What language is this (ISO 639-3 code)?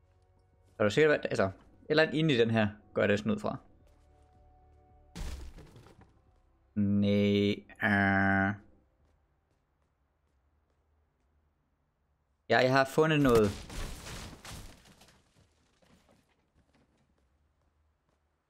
dan